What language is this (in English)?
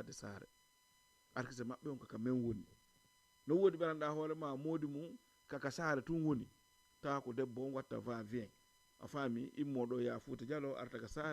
Fula